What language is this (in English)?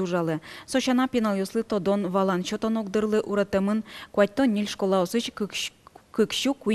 Udmurt